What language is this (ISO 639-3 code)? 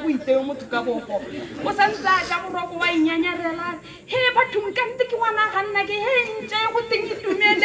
tsn